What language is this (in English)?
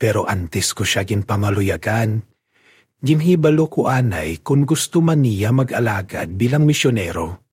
Hiligaynon